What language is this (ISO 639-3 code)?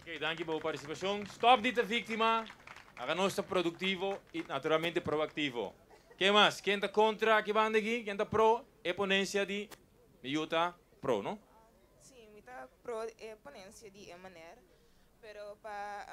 pap